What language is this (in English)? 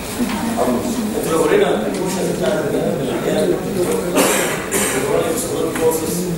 Egyptian Arabic